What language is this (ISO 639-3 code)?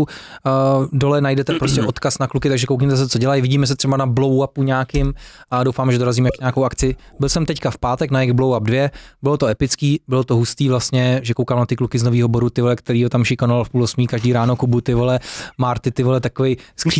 ces